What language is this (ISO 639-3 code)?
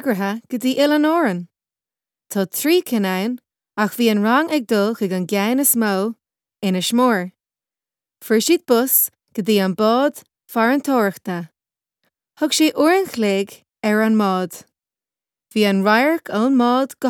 gle